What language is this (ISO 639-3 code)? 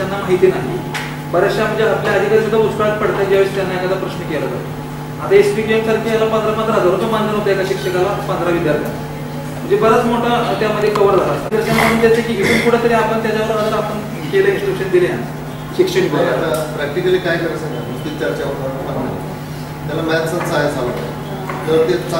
mar